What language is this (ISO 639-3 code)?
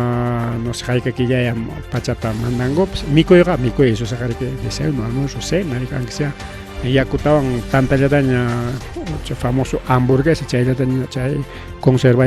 quy